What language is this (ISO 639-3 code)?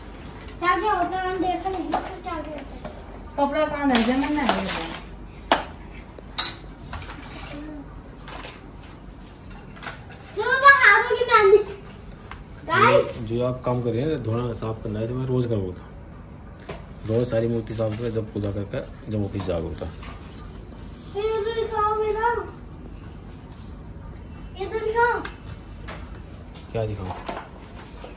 hin